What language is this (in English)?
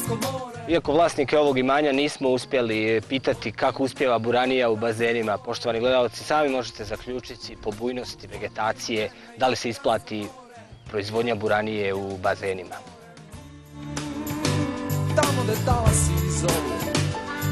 Bosnian